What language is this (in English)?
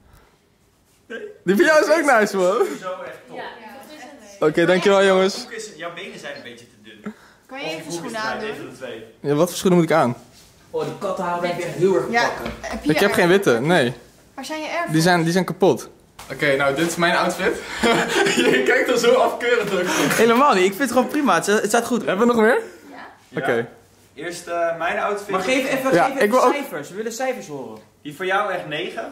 Dutch